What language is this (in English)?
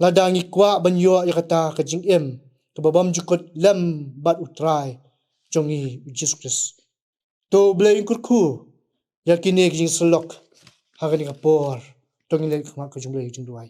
Khasi